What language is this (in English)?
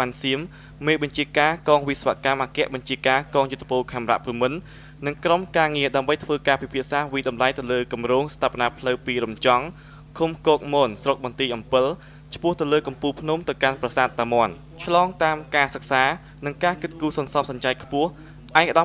Khmer